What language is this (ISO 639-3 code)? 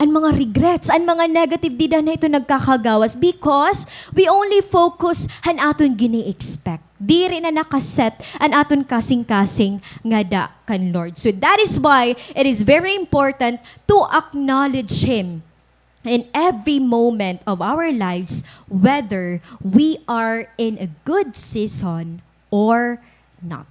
war